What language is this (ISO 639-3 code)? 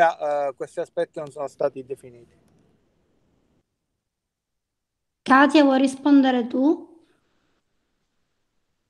ita